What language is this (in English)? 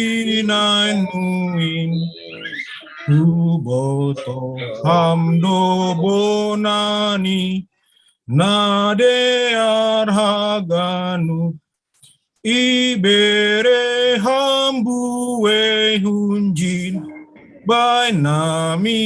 Batak Simalungun